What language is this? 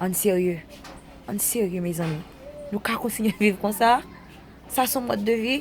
Haitian Creole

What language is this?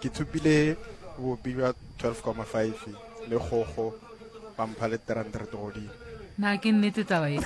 Northern Sotho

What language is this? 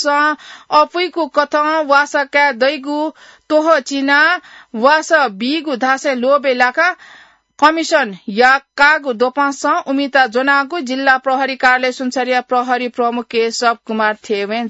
Newari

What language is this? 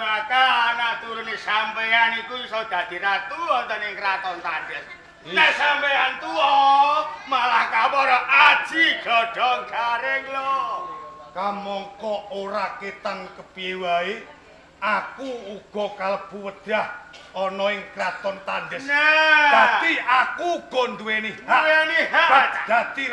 Javanese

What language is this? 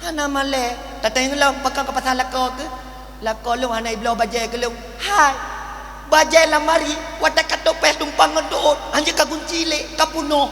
Achinese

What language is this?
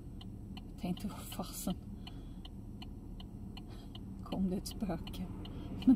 Swedish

